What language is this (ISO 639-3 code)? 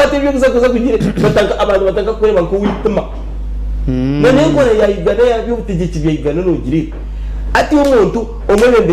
nyn